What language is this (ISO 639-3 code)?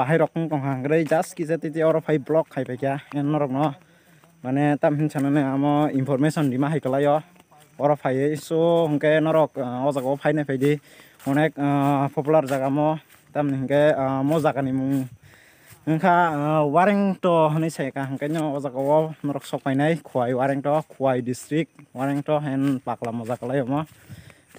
trp